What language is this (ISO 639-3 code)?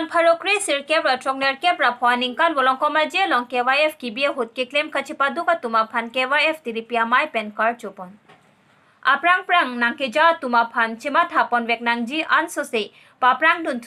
mjw